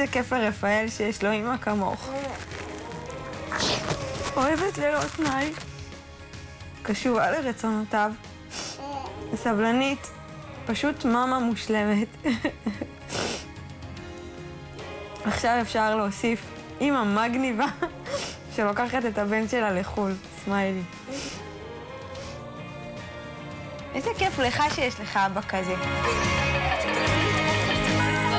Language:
Hebrew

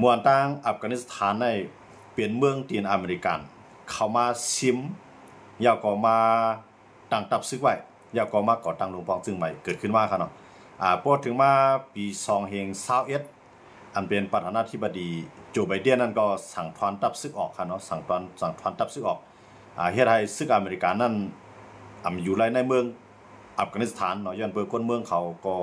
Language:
Shan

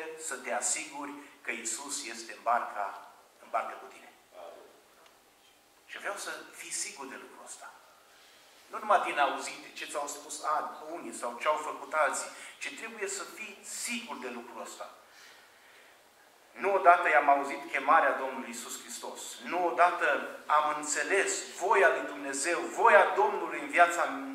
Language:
Romanian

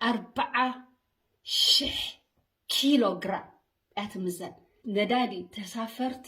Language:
Tigrinya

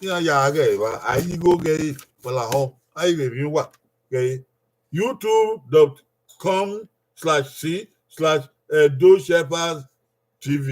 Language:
Bini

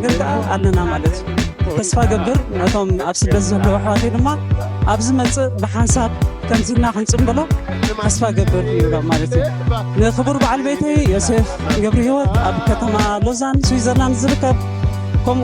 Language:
Tigrinya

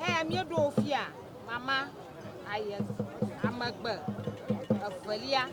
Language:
Ewe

